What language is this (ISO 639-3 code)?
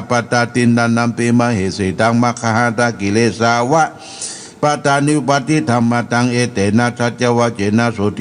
pli